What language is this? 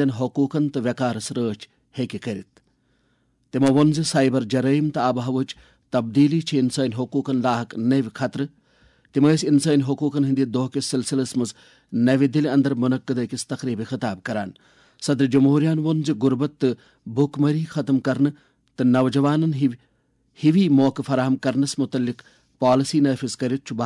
Kashmiri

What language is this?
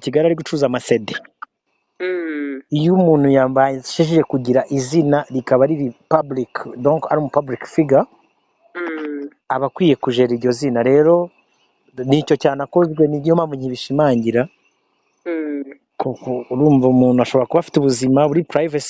Kinyarwanda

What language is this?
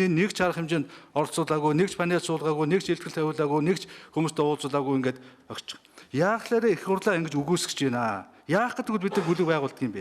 Mongolian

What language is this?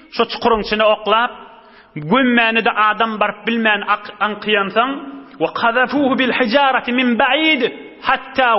Turkmen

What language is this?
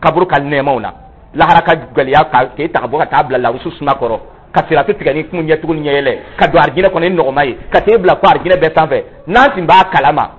Dyula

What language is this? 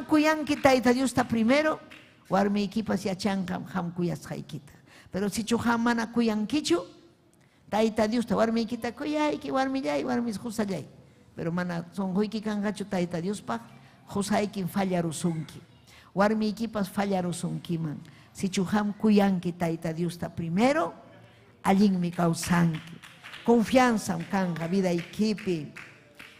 Ayacucho Quechua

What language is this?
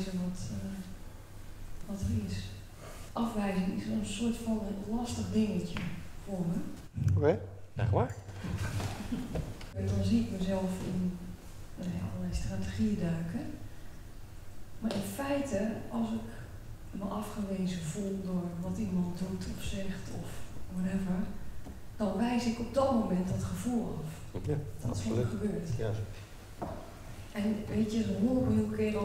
Dutch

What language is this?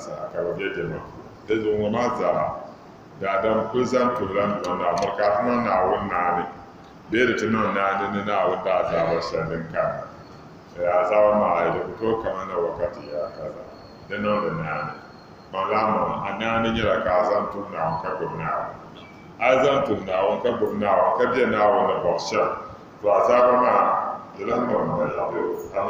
Dagbani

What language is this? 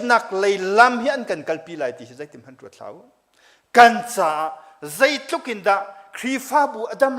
Hakha Chin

